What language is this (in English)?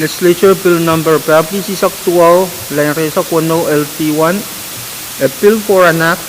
Pohnpeian